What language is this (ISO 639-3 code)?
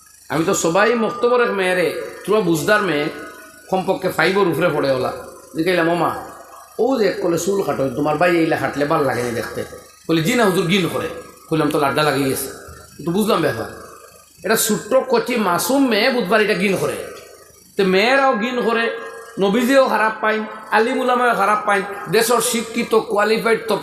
syl